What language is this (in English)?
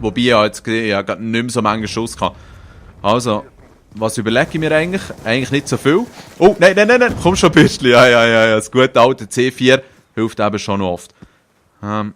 Swiss German